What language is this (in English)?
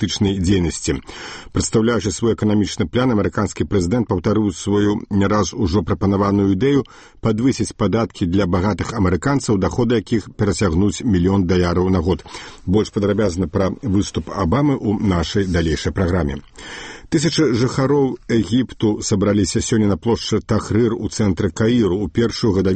Belarusian